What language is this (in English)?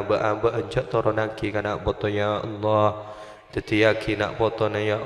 Madurese